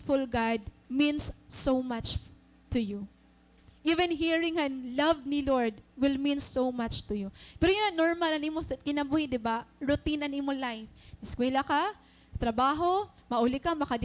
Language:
Waray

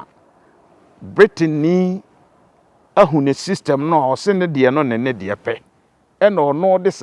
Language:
Akan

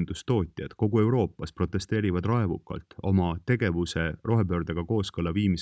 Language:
Estonian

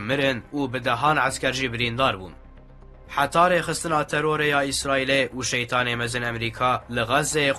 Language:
Kurdish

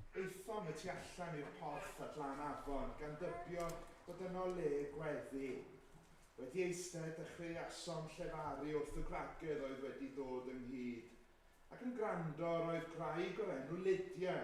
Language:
Welsh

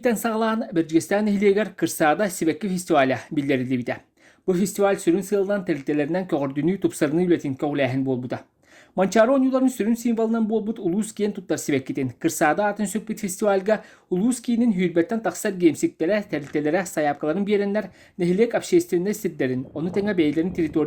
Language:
Yakut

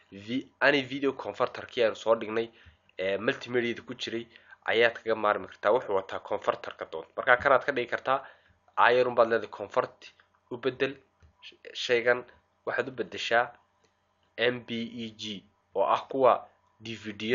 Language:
Somali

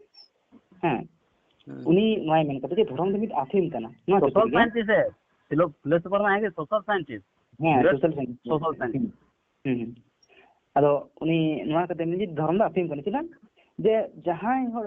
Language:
Santali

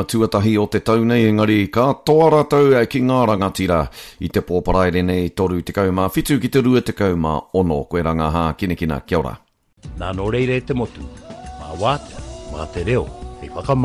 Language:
Māori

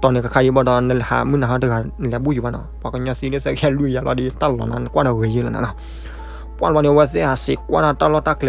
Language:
S'gaw Karen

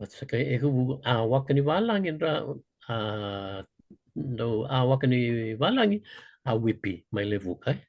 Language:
Fijian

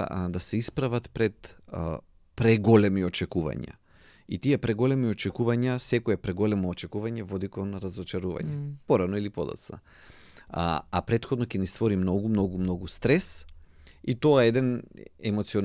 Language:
Macedonian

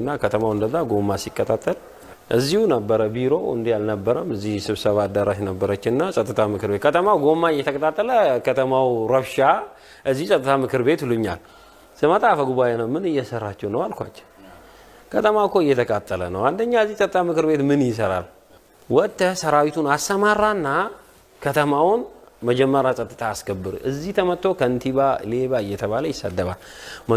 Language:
Amharic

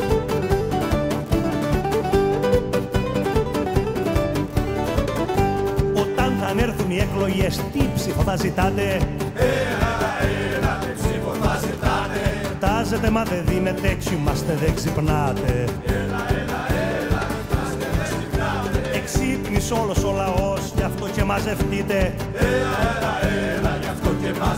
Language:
Greek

